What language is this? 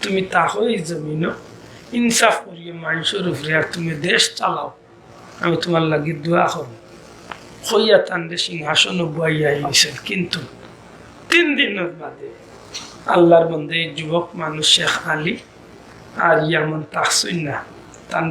Sylheti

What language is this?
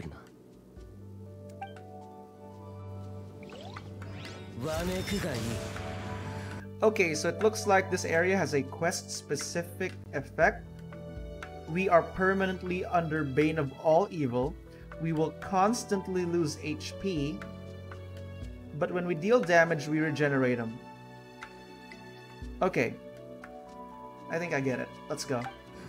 Japanese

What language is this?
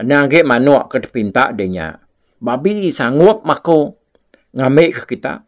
Iban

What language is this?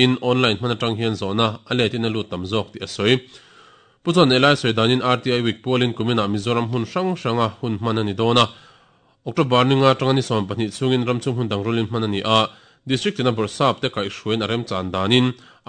Mizo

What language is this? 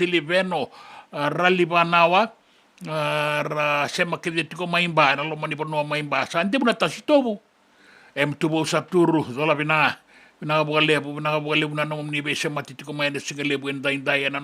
Fijian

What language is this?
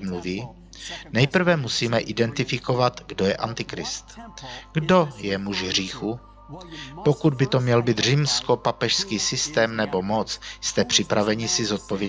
Czech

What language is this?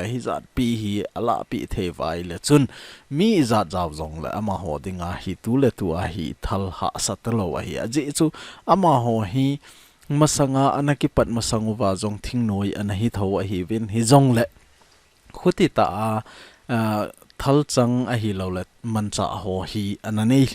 Thado Chin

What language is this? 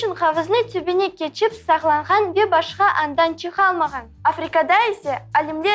Crimean Tatar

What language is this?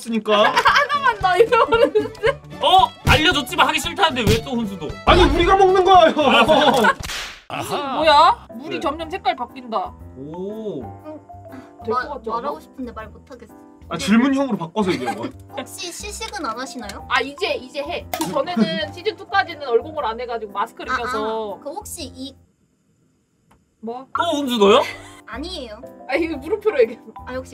Korean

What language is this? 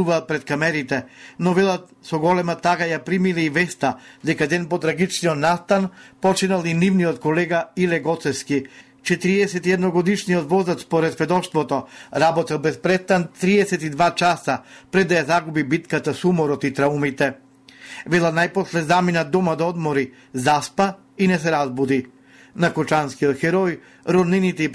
Macedonian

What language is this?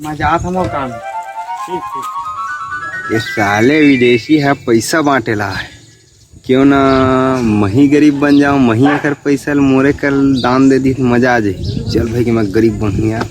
Chhattisgarhi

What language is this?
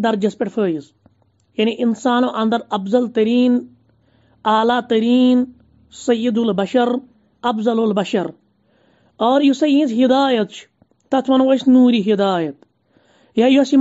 Kashmiri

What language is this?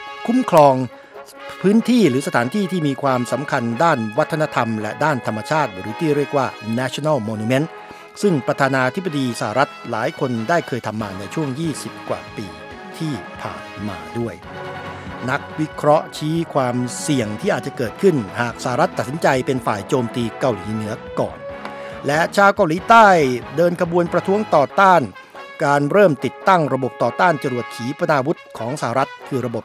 Thai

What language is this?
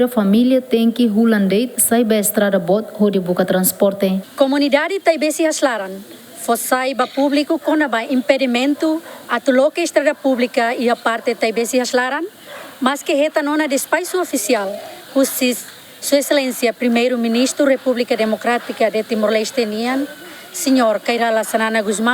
Tetum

